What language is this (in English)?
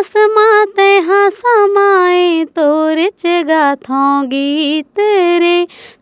Chhattisgarhi